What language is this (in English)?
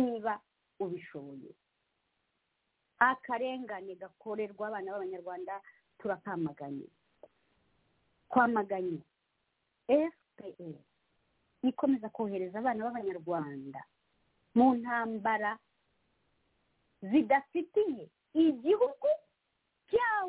Kinyarwanda